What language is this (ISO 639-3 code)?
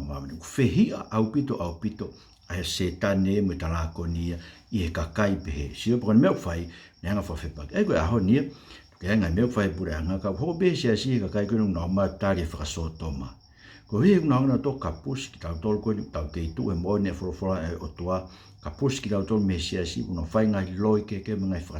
ton